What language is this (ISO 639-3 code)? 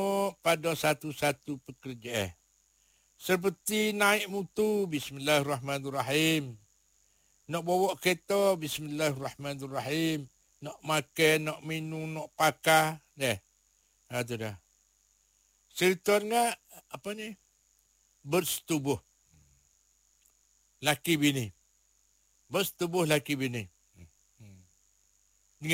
msa